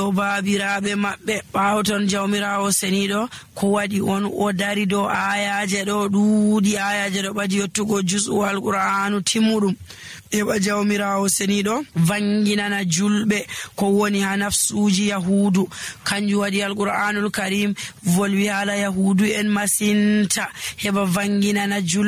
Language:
Nigerian Fulfulde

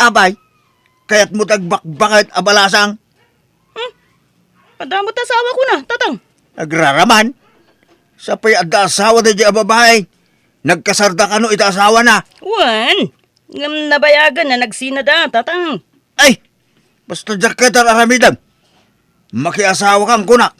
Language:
Iloko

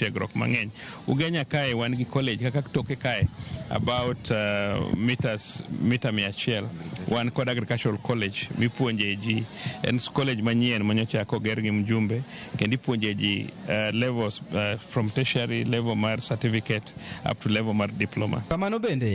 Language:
Luo (Kenya and Tanzania)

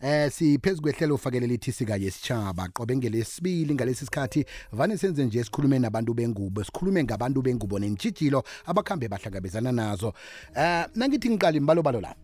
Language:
South Ndebele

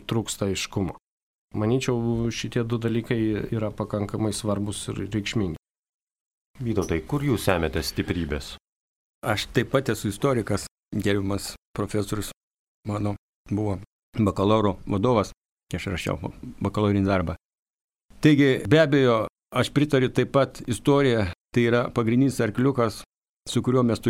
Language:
Lithuanian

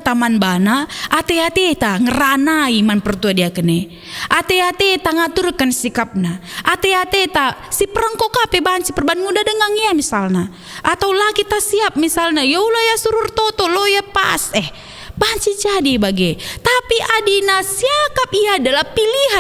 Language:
Batak Karo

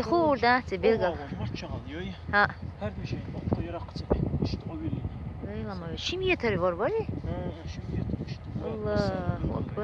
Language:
Chechen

